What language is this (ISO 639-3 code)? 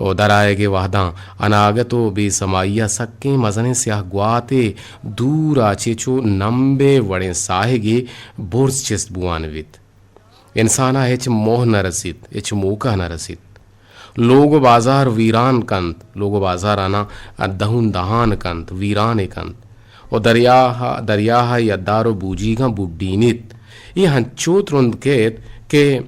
bgp